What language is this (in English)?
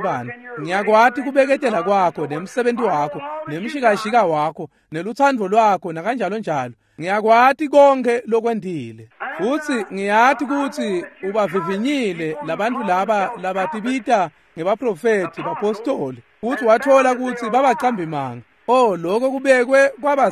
Swati